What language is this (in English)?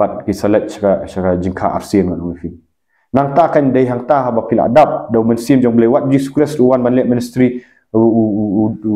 Khasi